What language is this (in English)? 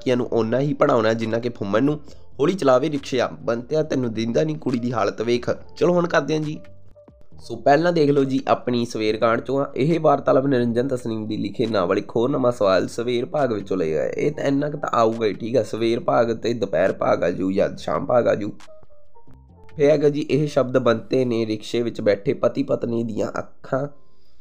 Punjabi